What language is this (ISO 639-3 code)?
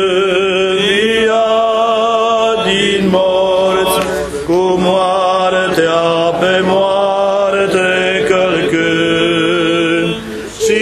ron